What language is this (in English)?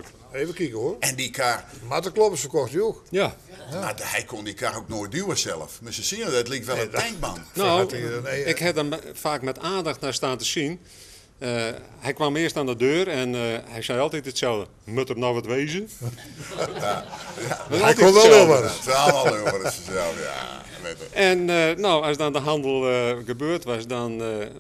Dutch